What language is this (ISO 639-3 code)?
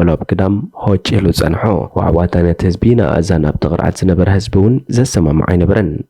tir